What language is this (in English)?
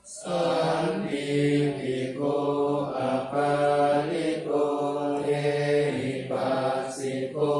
Pali